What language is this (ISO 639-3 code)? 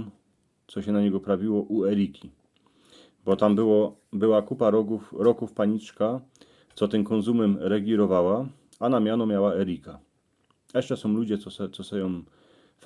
szl